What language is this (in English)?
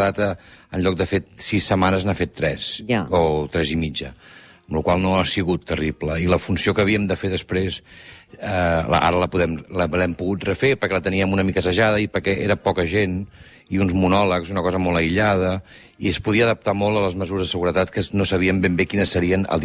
Catalan